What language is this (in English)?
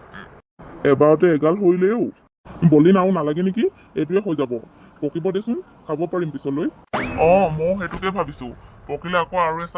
Assamese